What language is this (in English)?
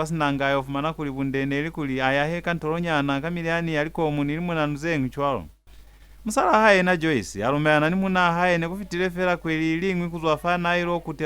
Lozi